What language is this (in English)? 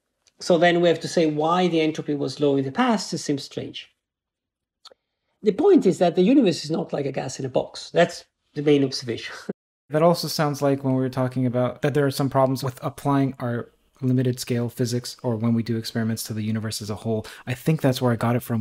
English